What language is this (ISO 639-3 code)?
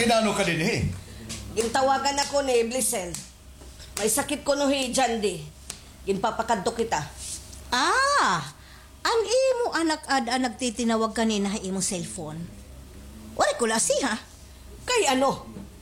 war